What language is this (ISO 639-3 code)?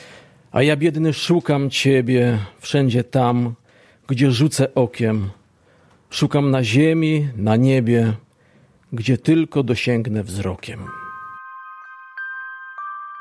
pol